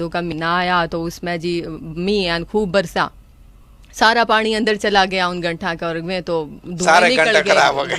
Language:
Haryanvi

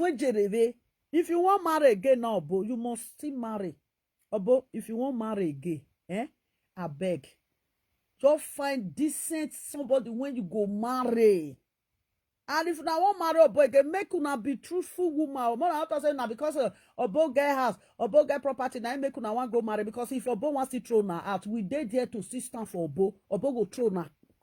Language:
Nigerian Pidgin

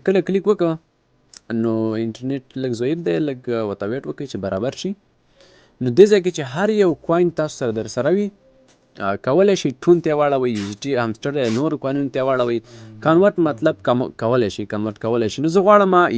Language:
Pashto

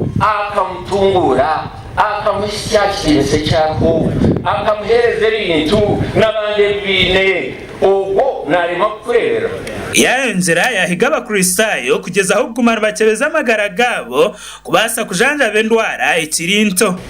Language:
Nyankole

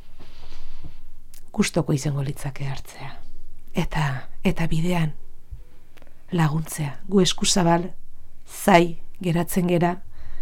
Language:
Basque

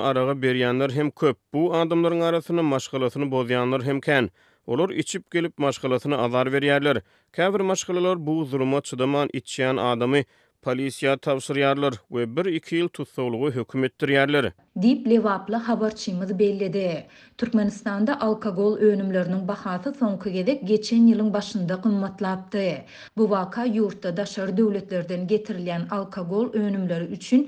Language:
Turkmen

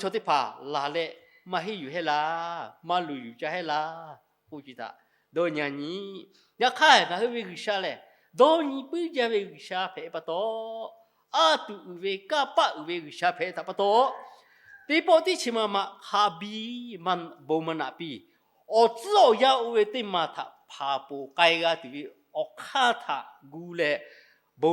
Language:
Lahu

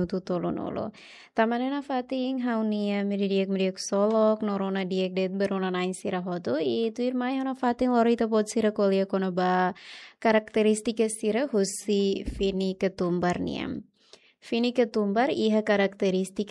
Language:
Tetum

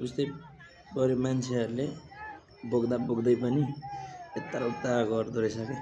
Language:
Nepali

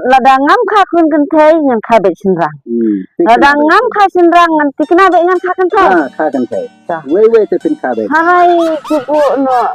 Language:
Khasi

